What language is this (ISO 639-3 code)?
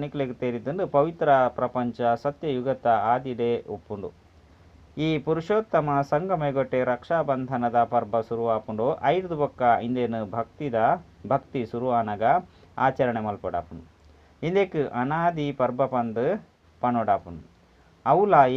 tcy